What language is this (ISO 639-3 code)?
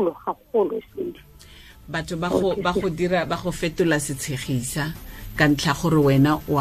tsn